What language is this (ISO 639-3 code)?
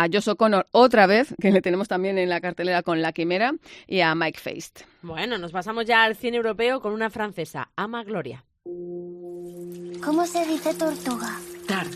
spa